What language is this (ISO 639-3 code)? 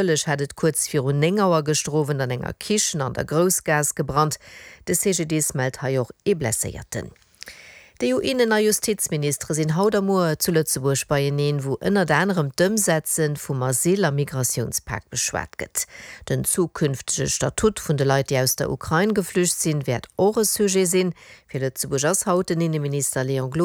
ltz